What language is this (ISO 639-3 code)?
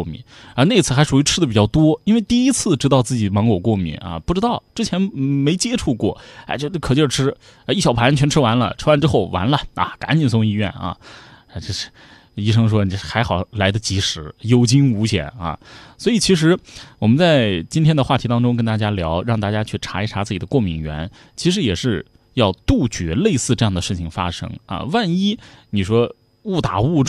zho